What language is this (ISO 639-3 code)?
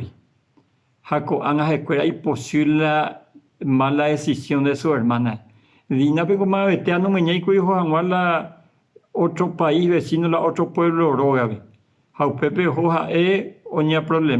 grn